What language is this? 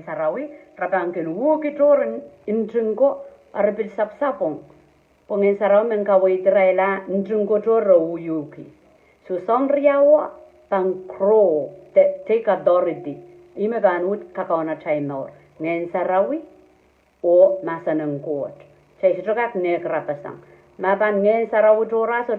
Pohnpeian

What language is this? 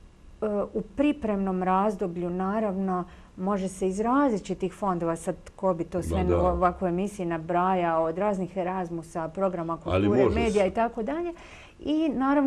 Croatian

